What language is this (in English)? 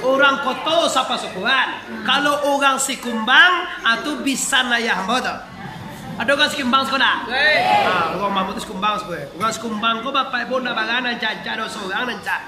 Minangkabau